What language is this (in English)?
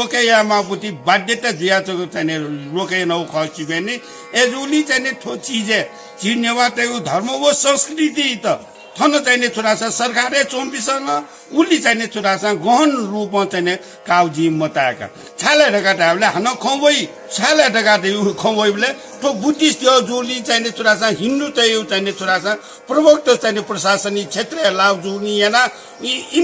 Newari